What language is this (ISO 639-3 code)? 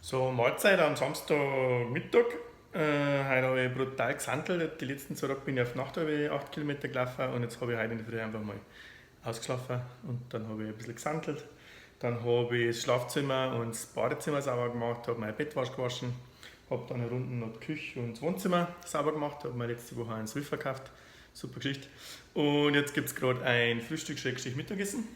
bar